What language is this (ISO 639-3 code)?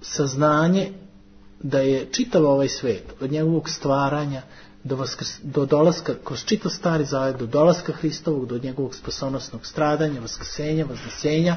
srp